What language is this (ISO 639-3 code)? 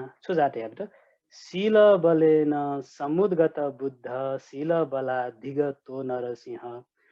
new